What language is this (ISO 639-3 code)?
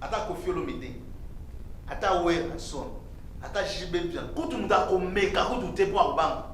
lin